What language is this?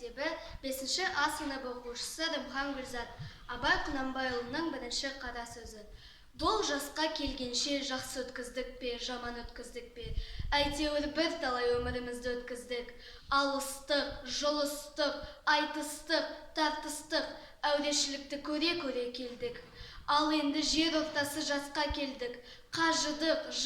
Kazakh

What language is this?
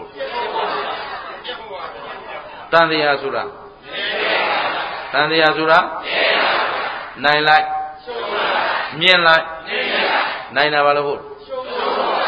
Burmese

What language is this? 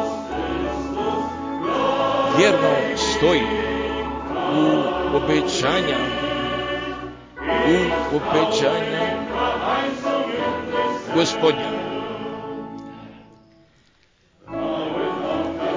Croatian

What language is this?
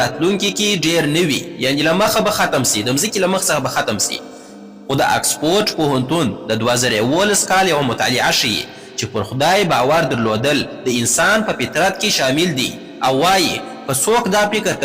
Pashto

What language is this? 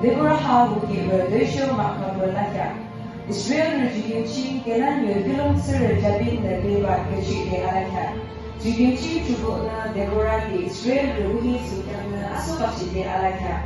Yimchungru Naga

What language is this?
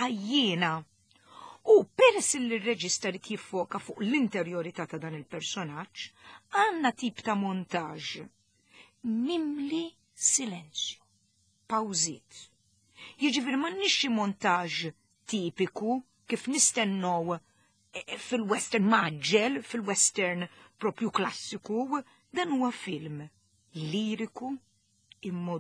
Maltese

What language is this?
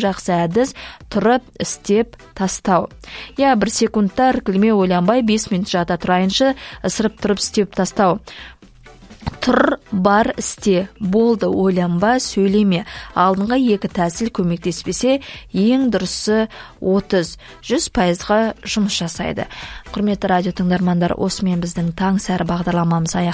Kazakh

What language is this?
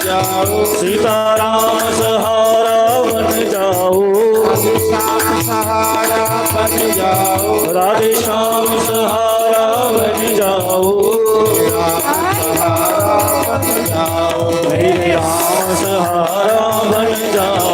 Dogri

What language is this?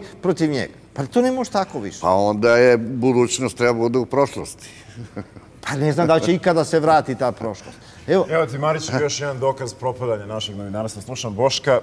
Serbian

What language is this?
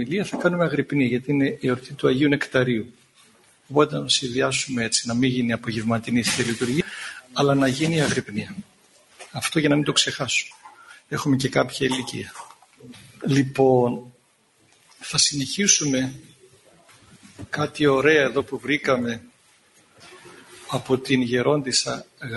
Greek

